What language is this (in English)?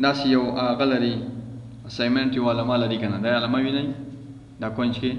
Pashto